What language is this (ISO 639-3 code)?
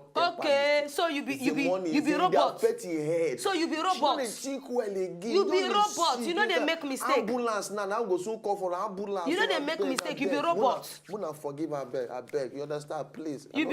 pcm